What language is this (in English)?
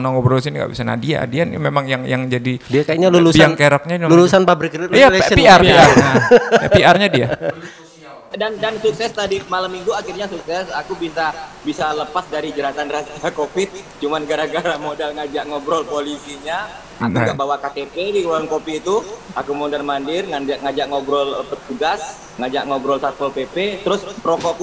Indonesian